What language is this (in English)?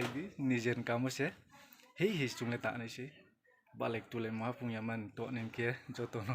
Riang (India)